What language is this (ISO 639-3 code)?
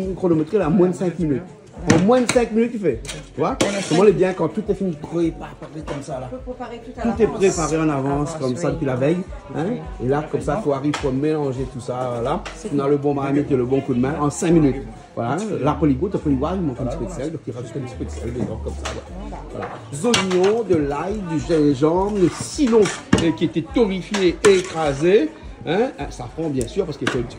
rcf